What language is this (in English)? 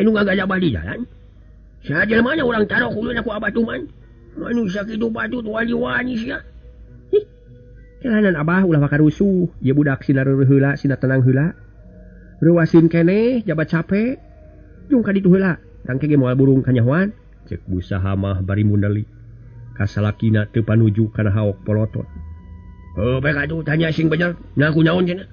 Sundanese